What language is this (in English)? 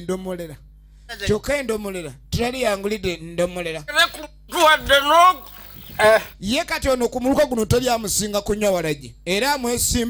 Ganda